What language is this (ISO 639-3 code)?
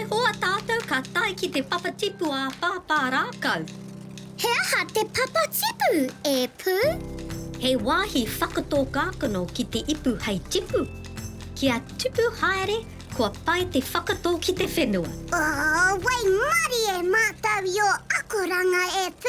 mri